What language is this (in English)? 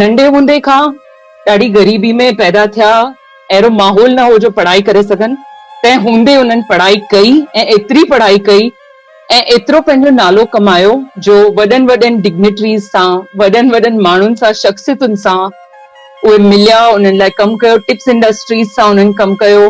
Sindhi